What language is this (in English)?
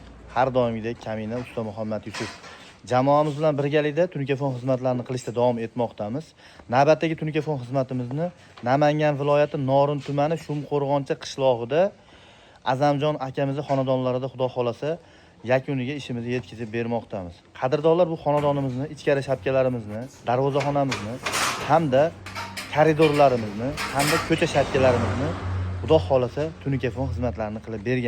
Uzbek